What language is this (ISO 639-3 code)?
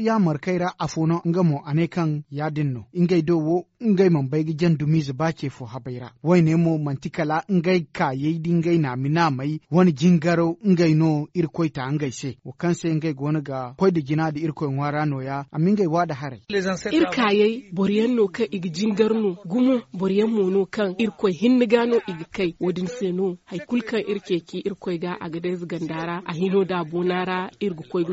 dje